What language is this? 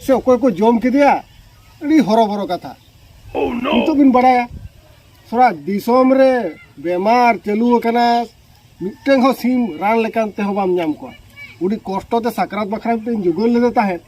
Santali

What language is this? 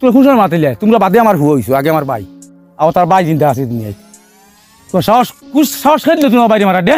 Sylheti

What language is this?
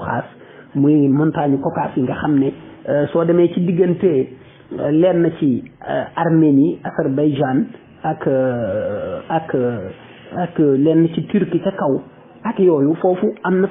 Wolof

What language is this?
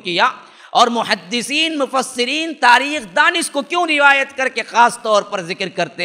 Urdu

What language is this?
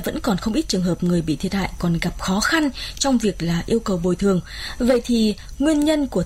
Vietnamese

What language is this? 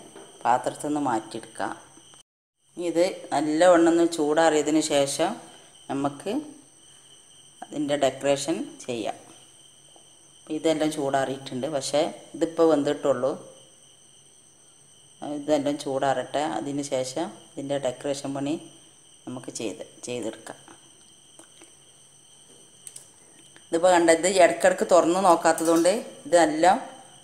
Malayalam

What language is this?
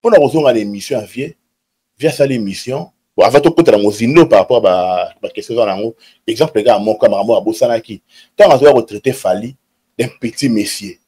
Lingala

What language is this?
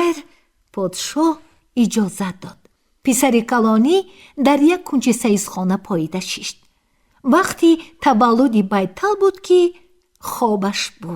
Tajik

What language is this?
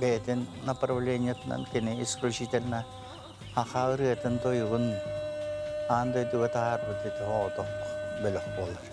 Yakut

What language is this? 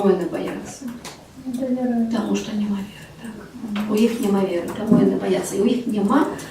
Belarusian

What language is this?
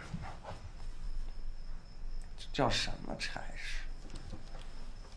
Chinese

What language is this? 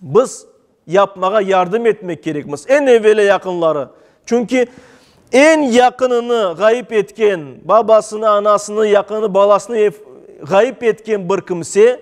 Crimean Tatar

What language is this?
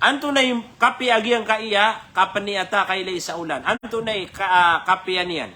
Maranao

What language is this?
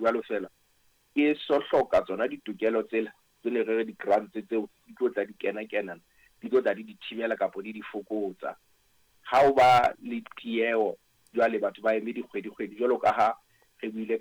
Southern Sotho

